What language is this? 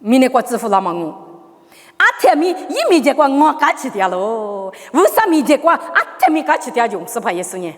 Lisu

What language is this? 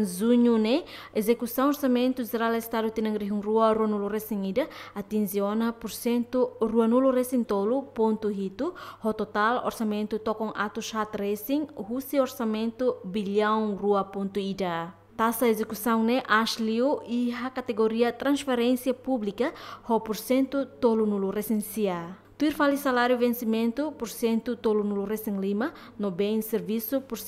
Tetum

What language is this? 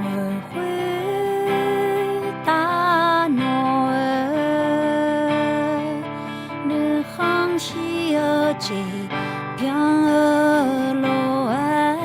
Akha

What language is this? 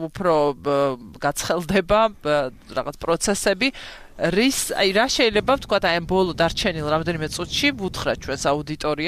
Georgian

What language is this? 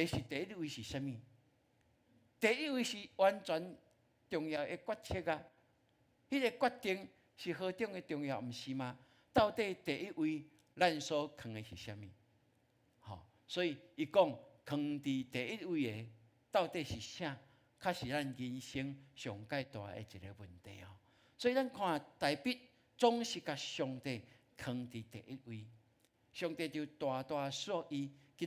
Min Nan Chinese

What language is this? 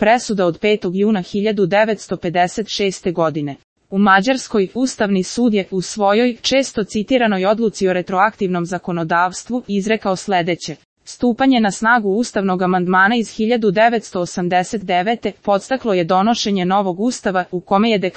Serbian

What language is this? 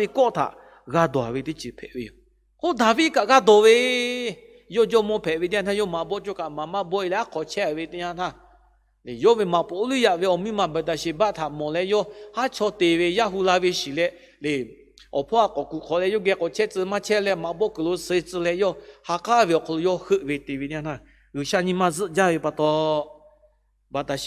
Lahu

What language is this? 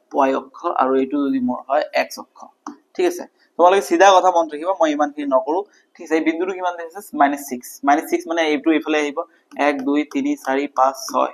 Assamese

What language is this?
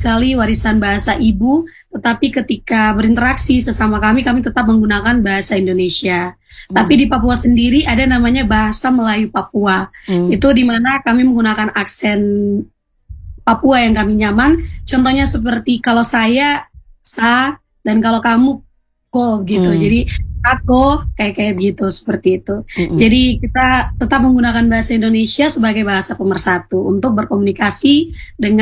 Indonesian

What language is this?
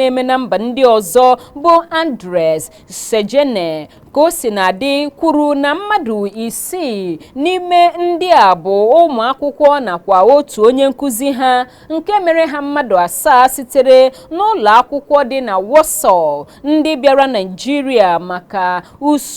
Igbo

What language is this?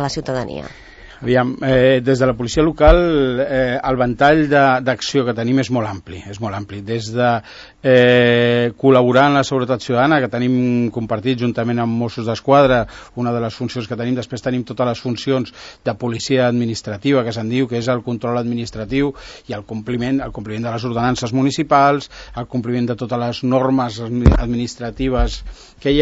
Catalan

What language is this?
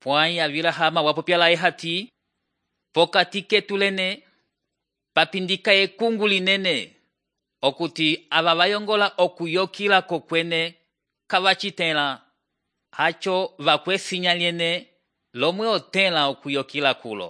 Umbundu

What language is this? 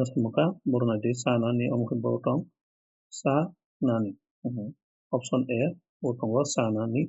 Kok Borok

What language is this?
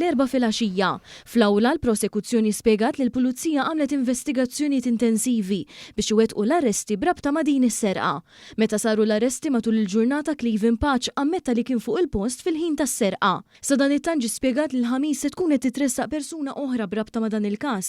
Maltese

